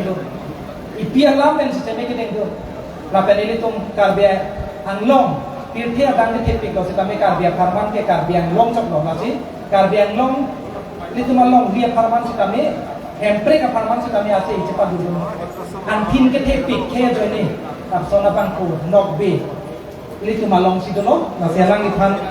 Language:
Karbi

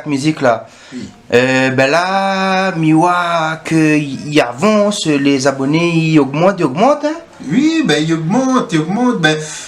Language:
Réunion Creole French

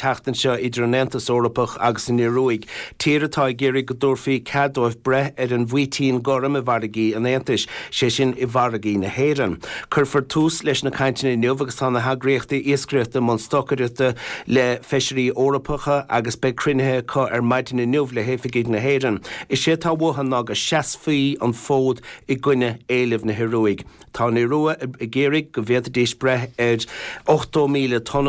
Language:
Irish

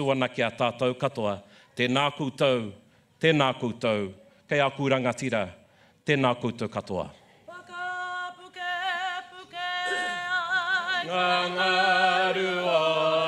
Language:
Māori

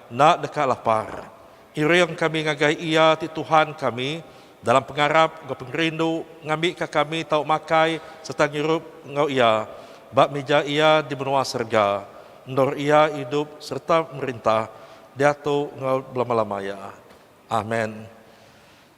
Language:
Iban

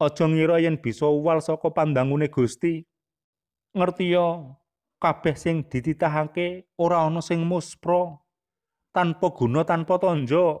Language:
Javanese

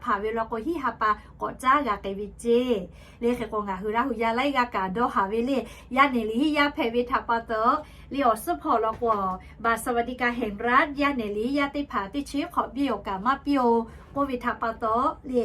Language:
Lahu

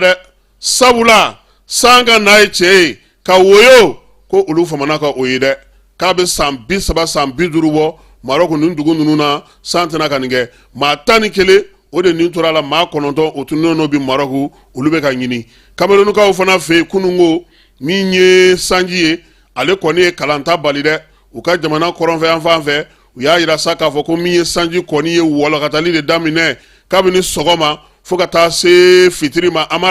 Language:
Bambara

